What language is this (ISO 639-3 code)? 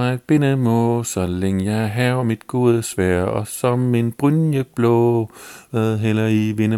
dan